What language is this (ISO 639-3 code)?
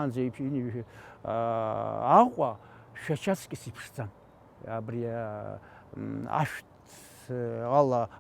abk